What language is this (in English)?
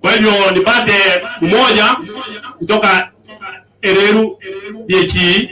Gusii